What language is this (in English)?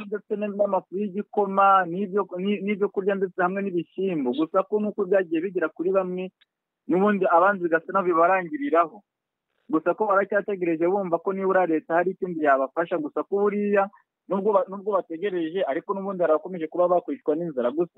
Kinyarwanda